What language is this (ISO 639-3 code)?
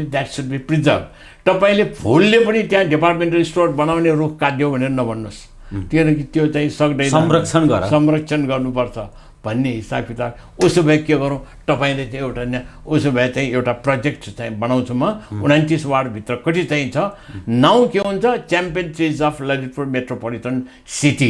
nep